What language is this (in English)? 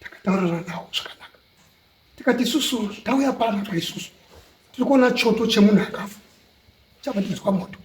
Shona